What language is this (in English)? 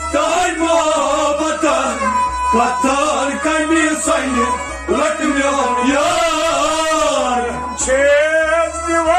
Kashmiri